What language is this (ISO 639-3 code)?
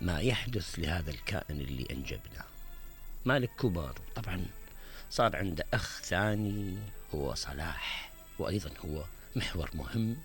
acm